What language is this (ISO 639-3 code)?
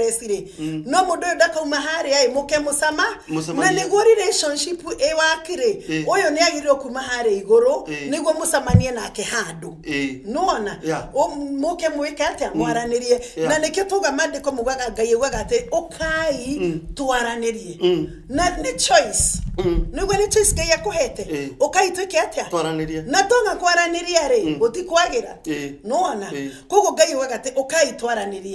kik